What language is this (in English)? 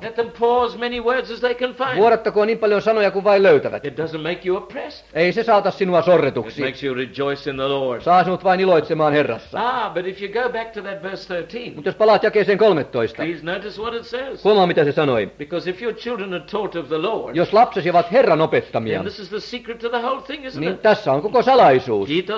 Finnish